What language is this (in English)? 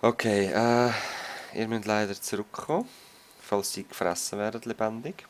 Swiss German